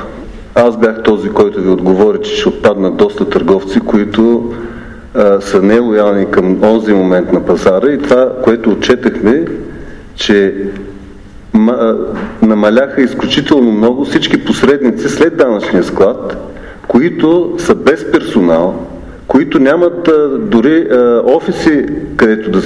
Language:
Bulgarian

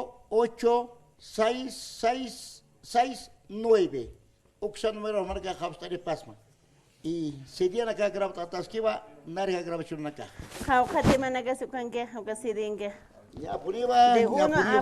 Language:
Aymara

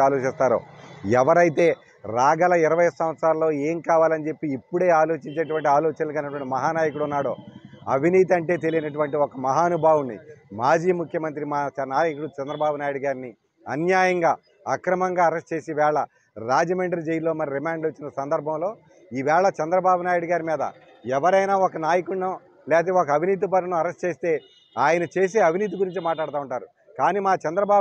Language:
Telugu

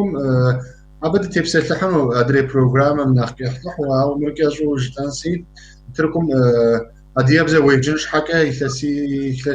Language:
Kabardian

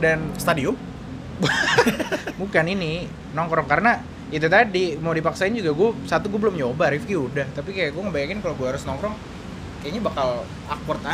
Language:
Indonesian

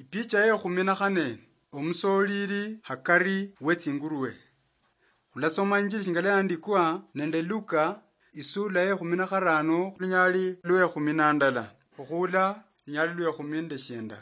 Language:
Luyia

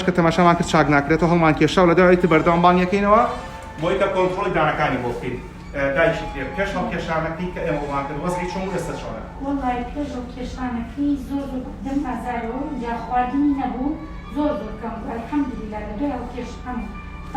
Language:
Central Kurdish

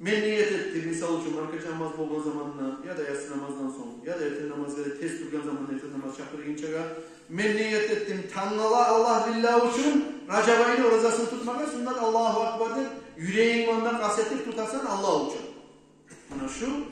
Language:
Kumyk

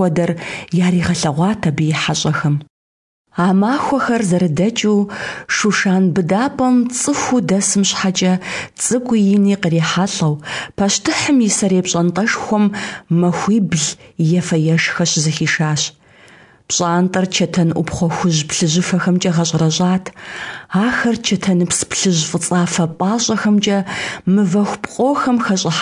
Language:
Kabardian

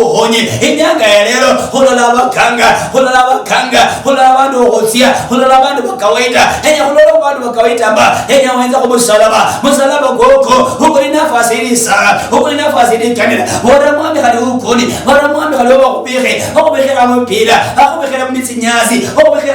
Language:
Luyia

